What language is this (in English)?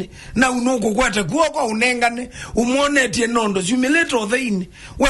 Kamba